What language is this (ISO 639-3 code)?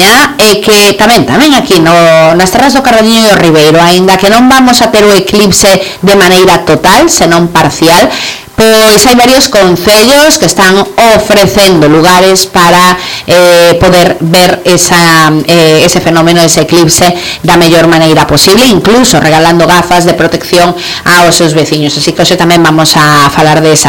glg